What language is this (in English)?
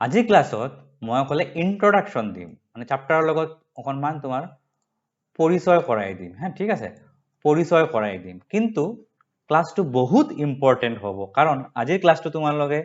Assamese